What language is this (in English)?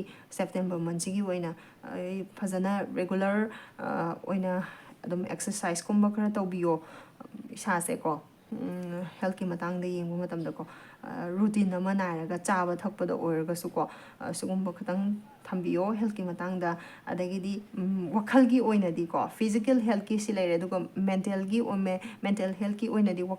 Manipuri